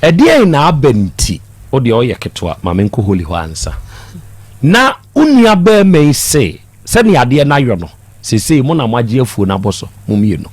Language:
Akan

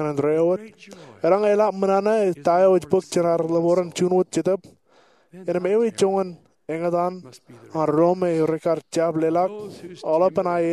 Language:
Marshallese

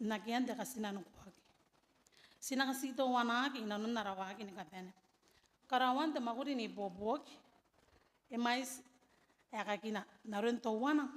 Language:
Gilbertese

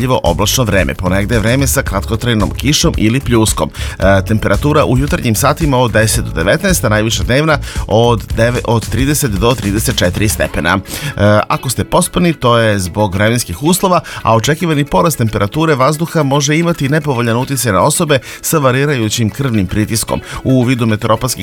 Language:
Serbian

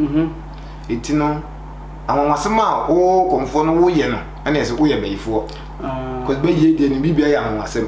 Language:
Akan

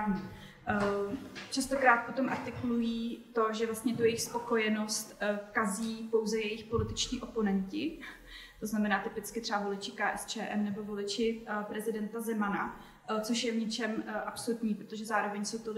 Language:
Czech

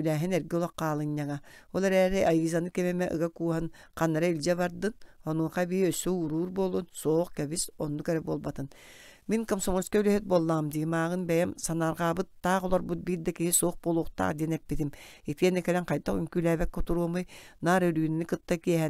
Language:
Yakut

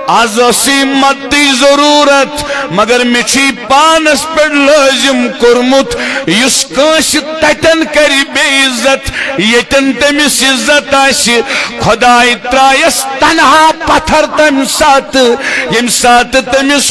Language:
Kashmiri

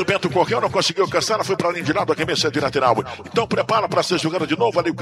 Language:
Portuguese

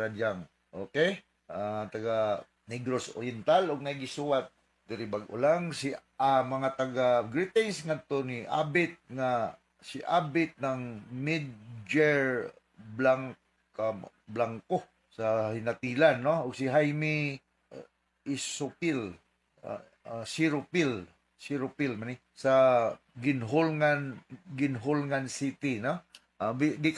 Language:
Cebuano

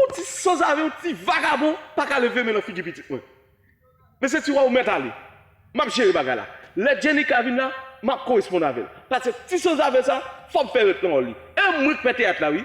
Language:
Haitian Creole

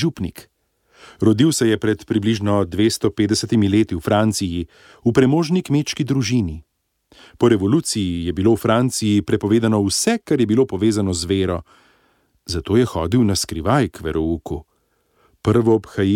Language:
Slovenian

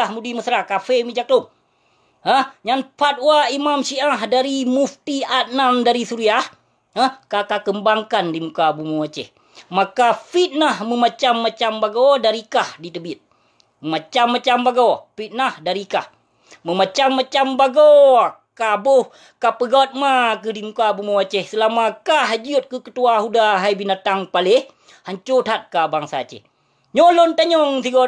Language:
Achinese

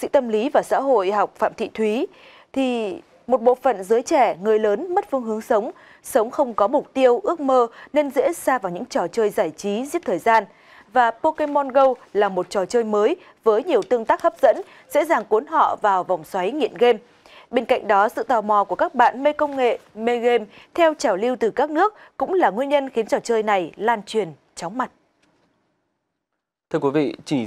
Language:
Vietnamese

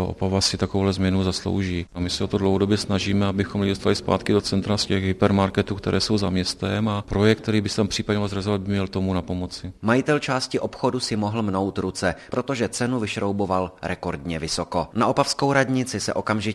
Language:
Czech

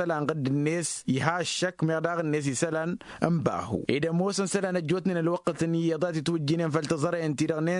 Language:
Tamasheq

